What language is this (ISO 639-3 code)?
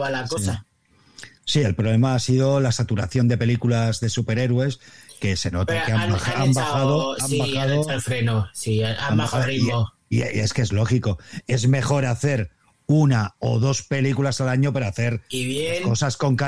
spa